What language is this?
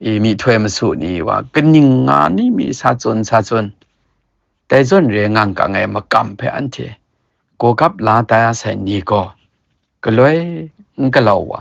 Kachin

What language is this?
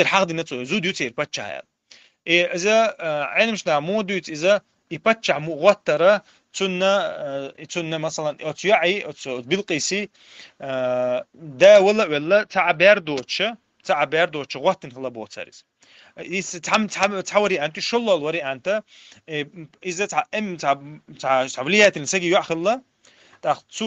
Chechen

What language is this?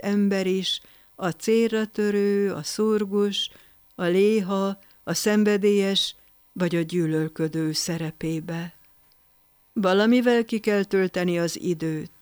Hungarian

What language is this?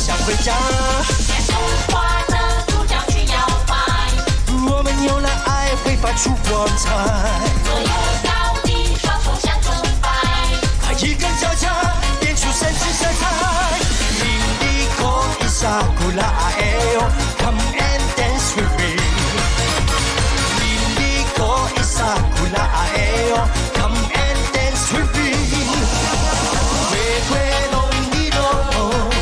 Chinese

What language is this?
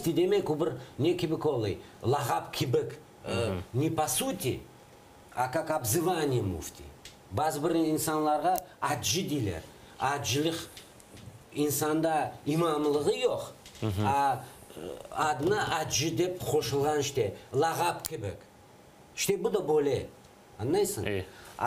Crimean Tatar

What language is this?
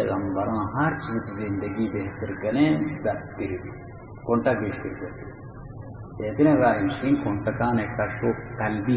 Baluchi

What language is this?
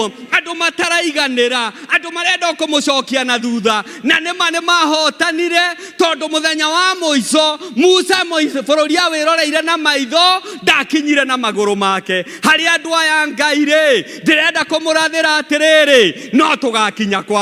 Kikuyu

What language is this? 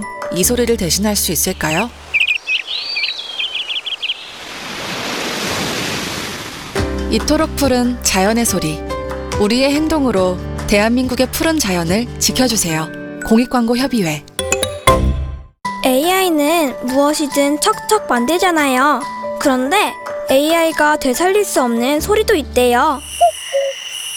Korean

